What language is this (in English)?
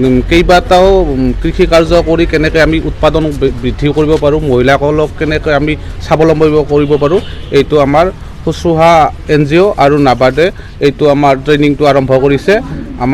Assamese